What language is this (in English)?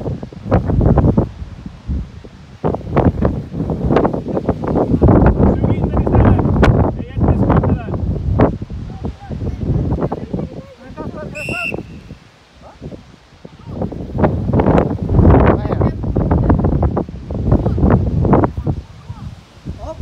Swedish